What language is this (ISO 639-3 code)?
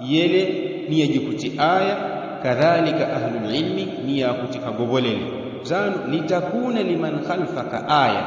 yao